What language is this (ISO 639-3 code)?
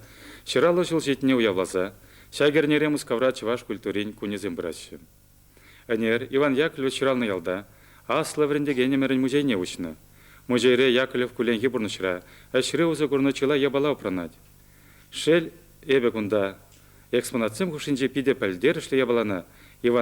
chv